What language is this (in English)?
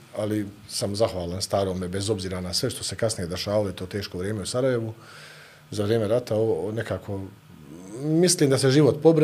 Bosnian